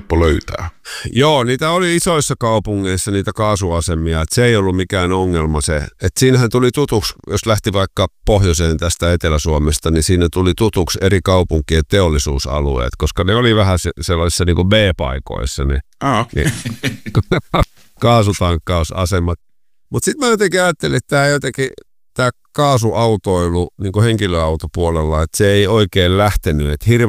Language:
Finnish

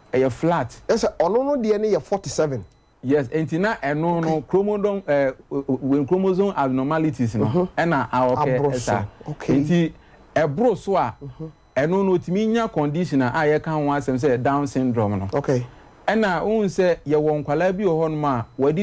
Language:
Akan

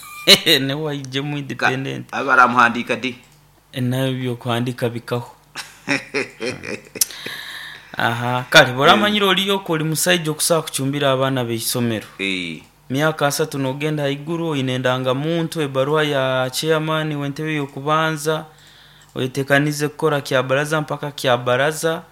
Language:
Nyoro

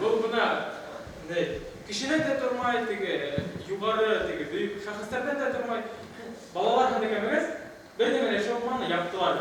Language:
Bashkir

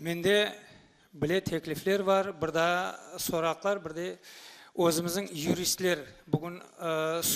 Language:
Crimean Tatar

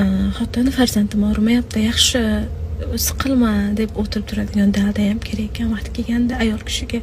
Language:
Uzbek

